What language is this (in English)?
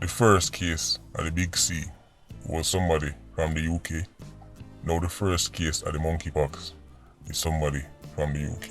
Jamaican Creole English